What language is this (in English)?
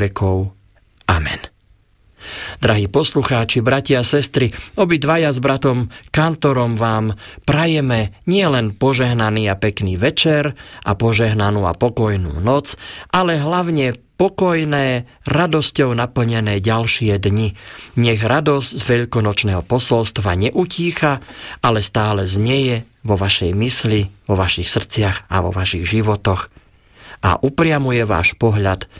Slovak